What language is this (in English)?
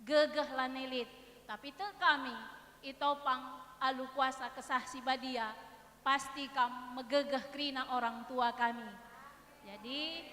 Batak Karo